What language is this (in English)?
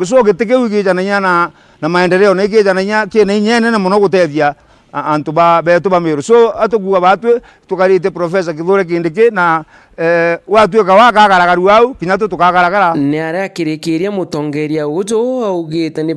Meru